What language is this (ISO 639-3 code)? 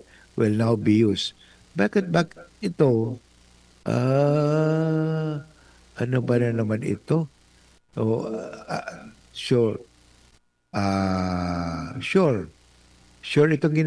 bik